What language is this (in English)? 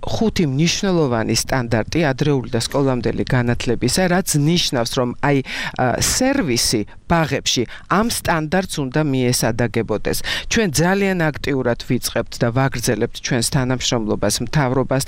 Georgian